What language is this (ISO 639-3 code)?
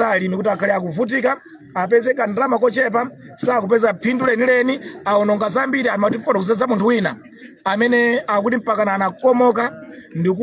nya